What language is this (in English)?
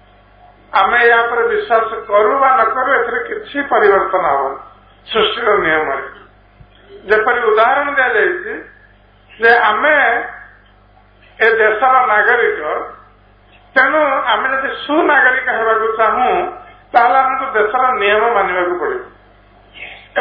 Odia